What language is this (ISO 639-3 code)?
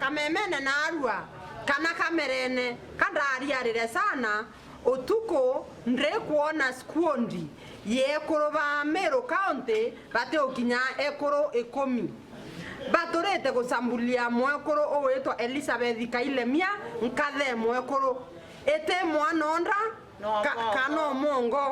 mer